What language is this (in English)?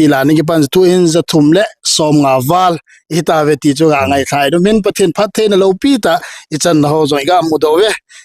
Thado Chin